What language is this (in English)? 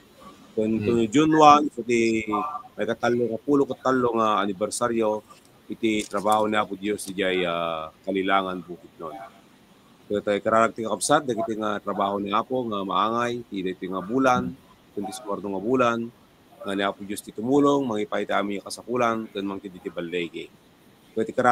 Iloko